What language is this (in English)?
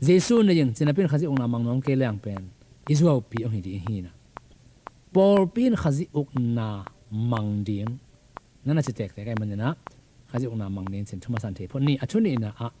Tedim Chin